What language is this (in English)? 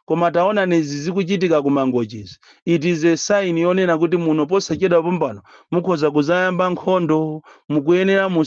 Nyanja